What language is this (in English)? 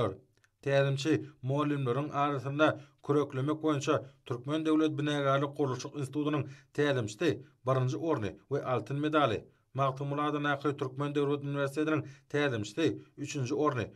Turkmen